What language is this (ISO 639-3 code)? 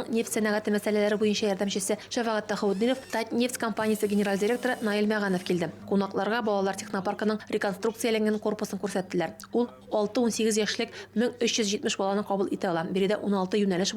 tat